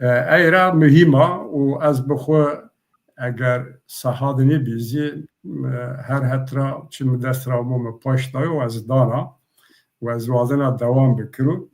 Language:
Zaza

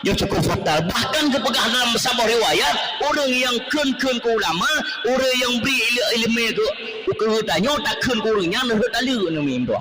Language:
Achinese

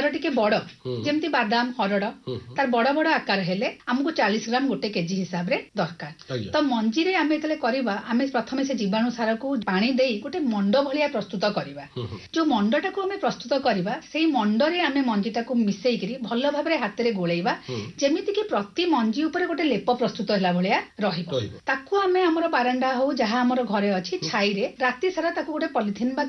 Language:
Odia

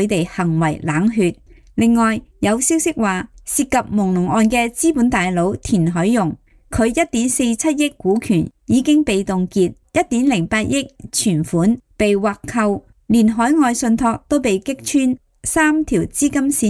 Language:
Cantonese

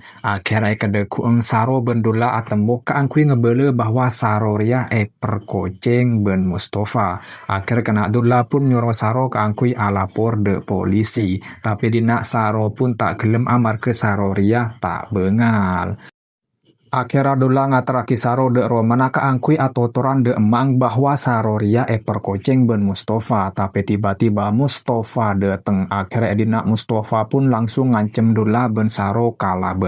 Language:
Madurese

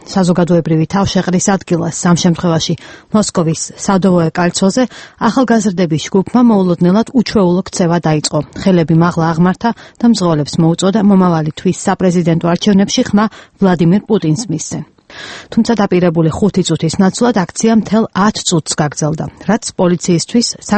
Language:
Georgian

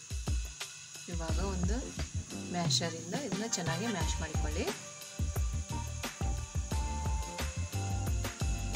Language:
Kannada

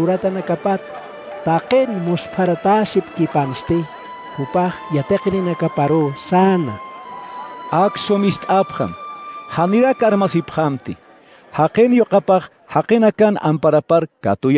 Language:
Aymara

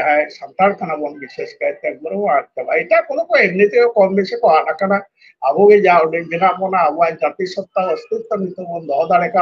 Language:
Santali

